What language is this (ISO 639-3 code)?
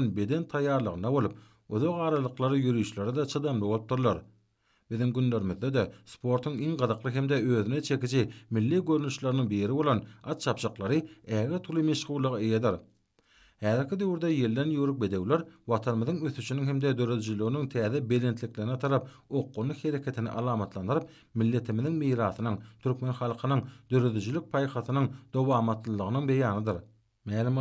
tuk